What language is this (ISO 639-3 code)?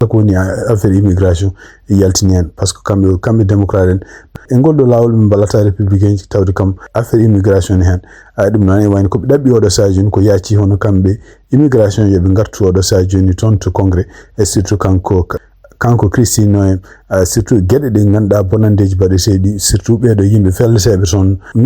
ful